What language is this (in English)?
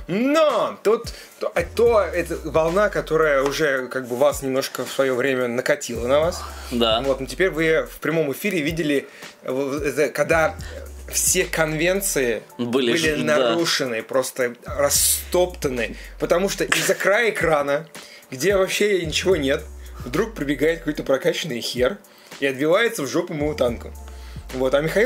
Russian